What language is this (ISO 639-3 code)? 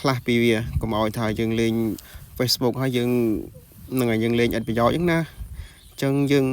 khm